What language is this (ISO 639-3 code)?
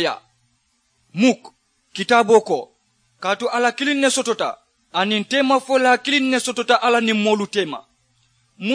man